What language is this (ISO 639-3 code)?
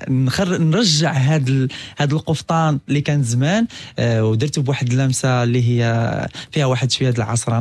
ary